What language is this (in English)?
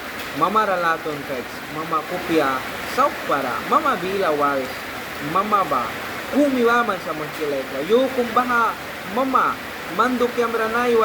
Mískito